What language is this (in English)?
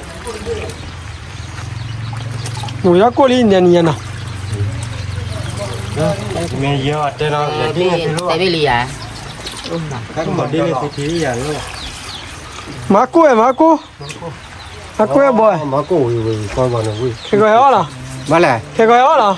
S'gaw Karen